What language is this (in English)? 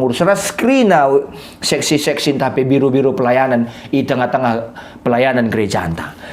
Batak Karo